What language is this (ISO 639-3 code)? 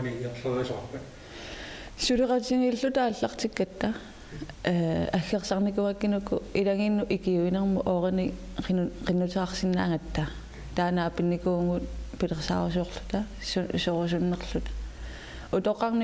kal